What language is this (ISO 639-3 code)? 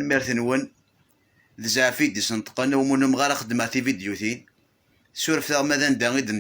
kab